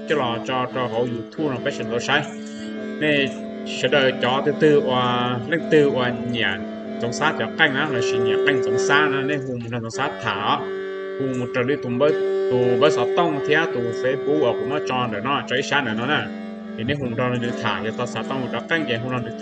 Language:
Hmong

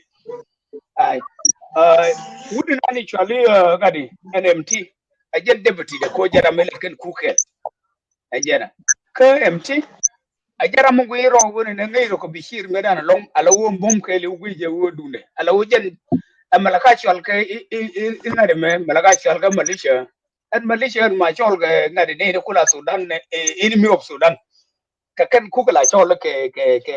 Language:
Nuer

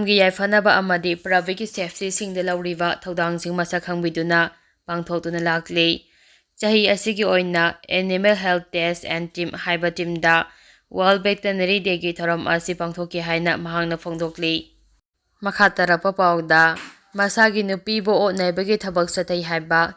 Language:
Manipuri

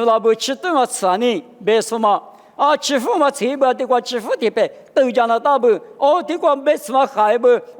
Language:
Lisu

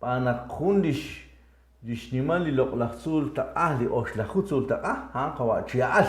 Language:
Kekchí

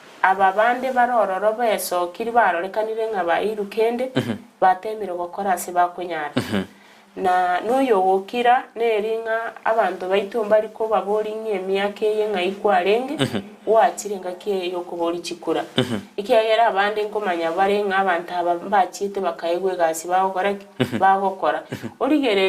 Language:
Gusii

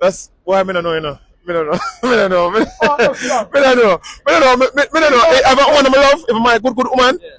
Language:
Jamaican Creole English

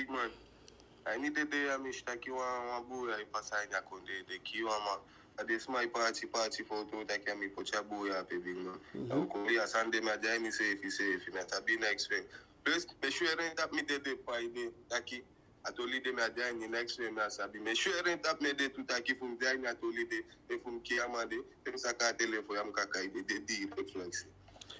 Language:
Eastern Maroon Creole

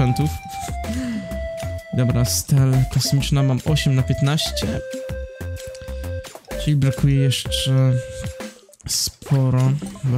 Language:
Polish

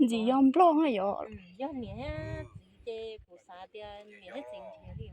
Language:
Hmong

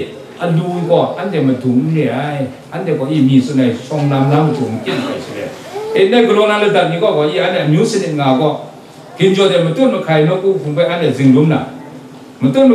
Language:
Kachin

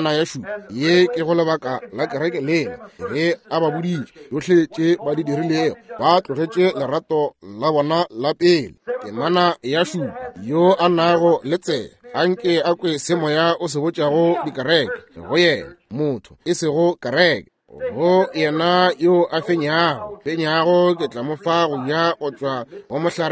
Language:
Northern Sotho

